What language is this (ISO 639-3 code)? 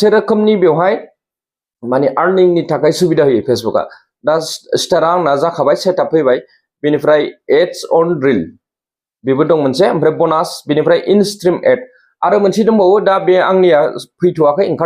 brx